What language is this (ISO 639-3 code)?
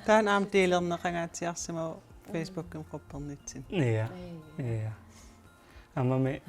kal